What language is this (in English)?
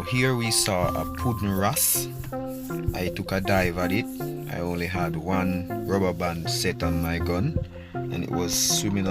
Jamaican Creole English